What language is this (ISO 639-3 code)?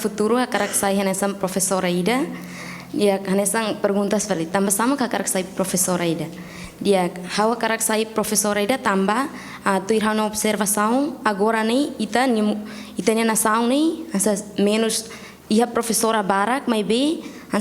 tet